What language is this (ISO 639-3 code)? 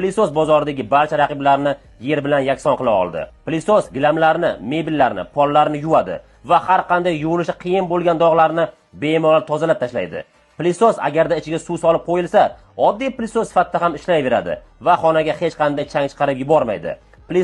uzb